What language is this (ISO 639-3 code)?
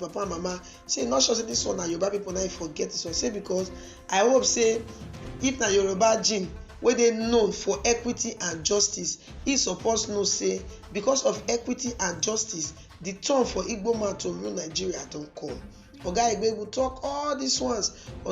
pcm